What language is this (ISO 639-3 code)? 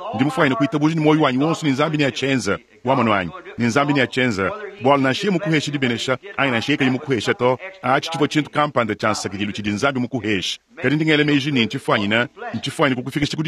lua